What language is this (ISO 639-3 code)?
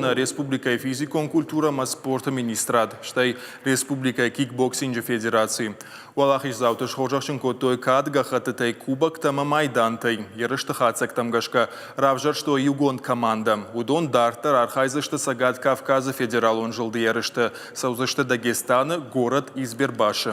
oss